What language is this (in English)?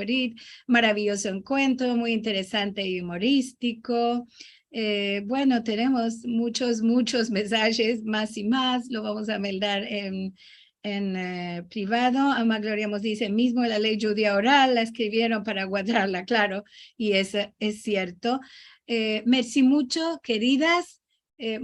Ladino